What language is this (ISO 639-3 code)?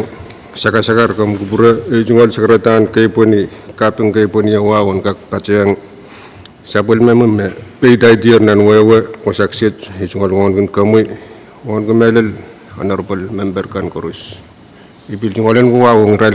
pon